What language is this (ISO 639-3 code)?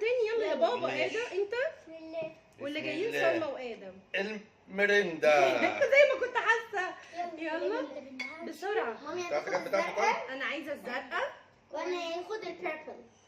arz